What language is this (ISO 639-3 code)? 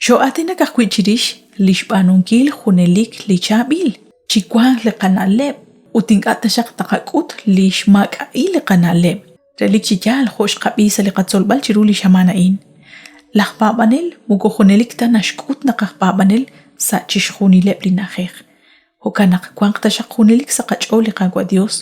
kek